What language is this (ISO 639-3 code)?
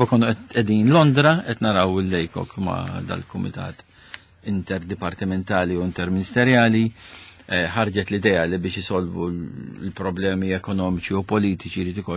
mlt